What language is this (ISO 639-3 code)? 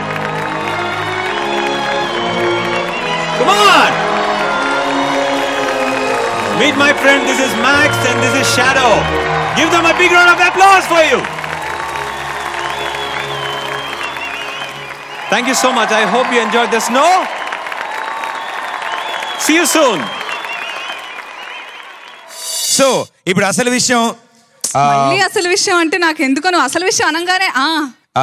tel